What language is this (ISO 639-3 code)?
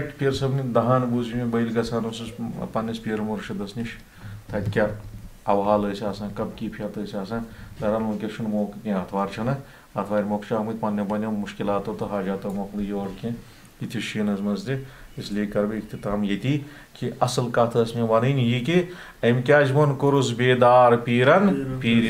kas